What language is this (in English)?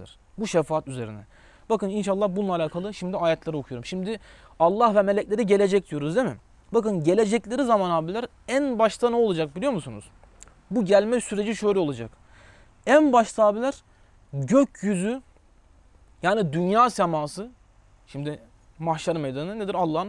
Turkish